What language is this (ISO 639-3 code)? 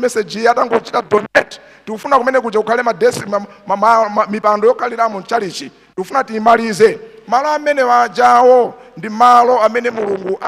nya